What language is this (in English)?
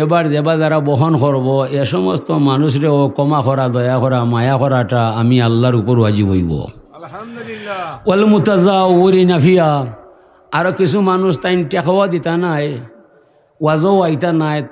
Sylheti